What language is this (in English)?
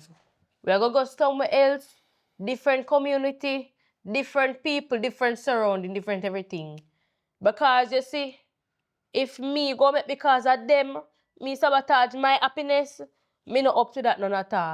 Jamaican Creole English